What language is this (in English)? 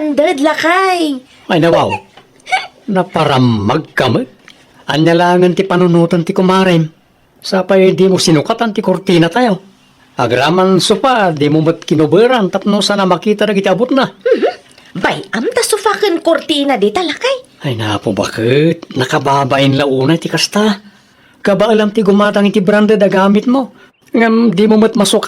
Iloko